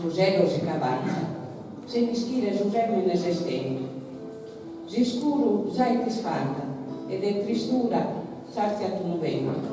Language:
Sardinian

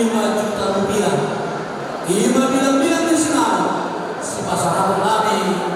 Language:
Batak Toba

